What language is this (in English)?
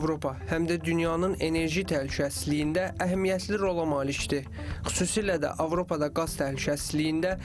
Azerbaijani